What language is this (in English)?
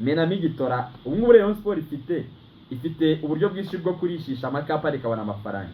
Kinyarwanda